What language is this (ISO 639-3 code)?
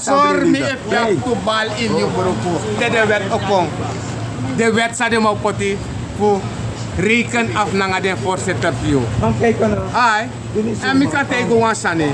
srn